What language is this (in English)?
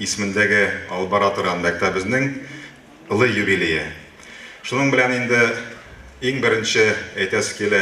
Tatar